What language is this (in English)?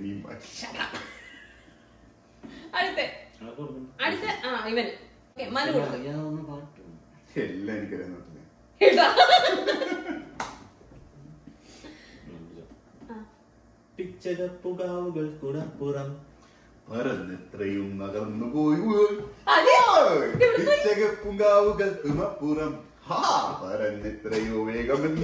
Malayalam